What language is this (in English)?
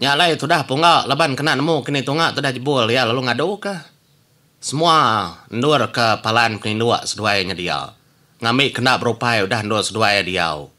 Iban